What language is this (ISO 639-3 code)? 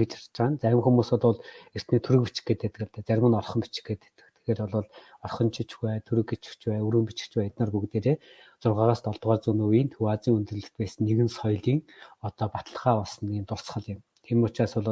mon